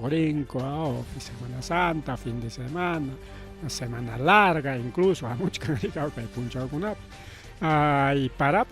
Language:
Ayacucho Quechua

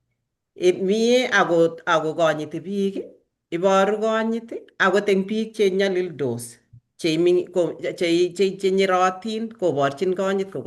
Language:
Kalenjin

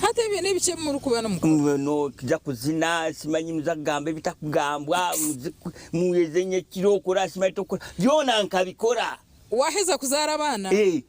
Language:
Nyankole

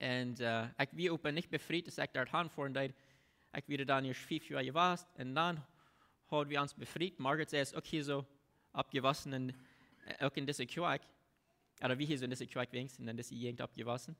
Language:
Plautdietsch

